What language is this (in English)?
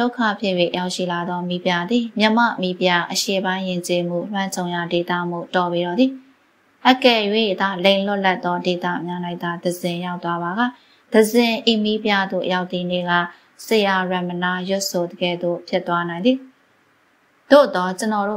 Burmese